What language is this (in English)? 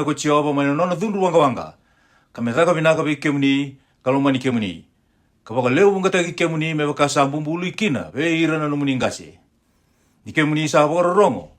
Fijian